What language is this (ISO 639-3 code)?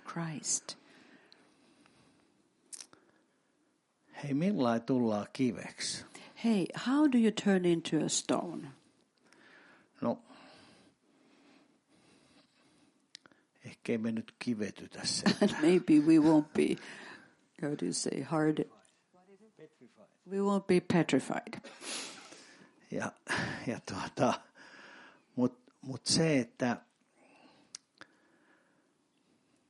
fin